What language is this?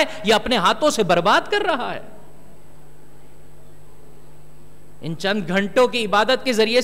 Urdu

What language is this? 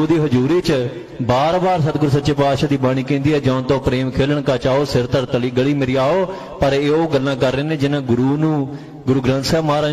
Punjabi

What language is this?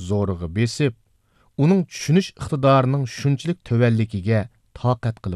Uyghur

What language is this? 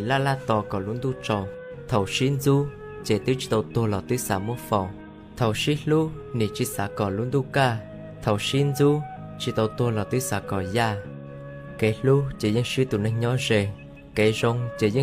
Hmong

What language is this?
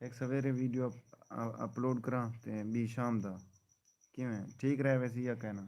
Saraiki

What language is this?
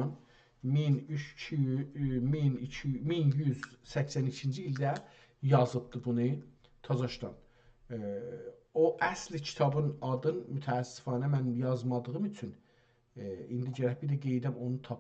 South Azerbaijani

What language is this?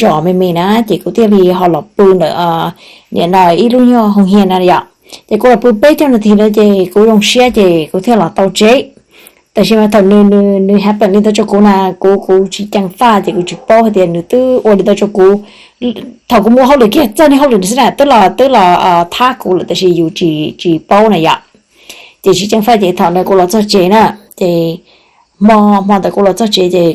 Hmong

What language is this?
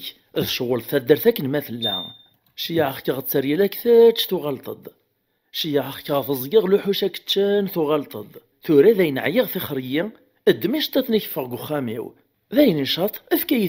Kabyle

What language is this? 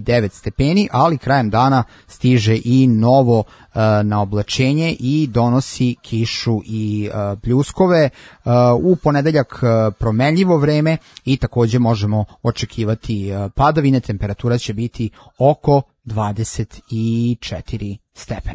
Serbian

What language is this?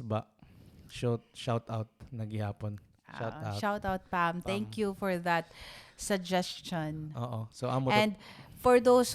Waray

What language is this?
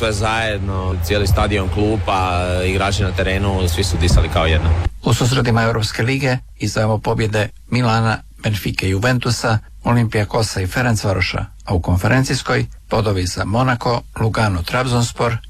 Croatian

